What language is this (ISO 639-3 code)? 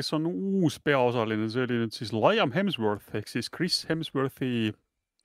est